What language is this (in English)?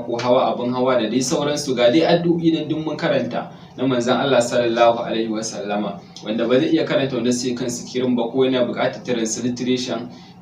Hausa